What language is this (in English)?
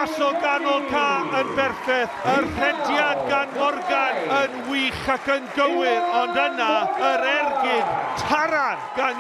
Welsh